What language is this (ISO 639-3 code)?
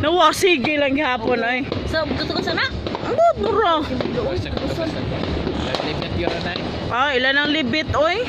ceb